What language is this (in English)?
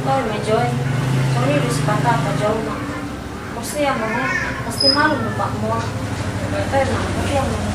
Batak Toba